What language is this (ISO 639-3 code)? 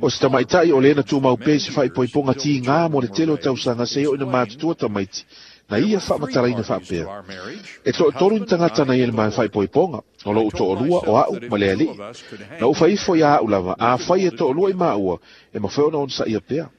smo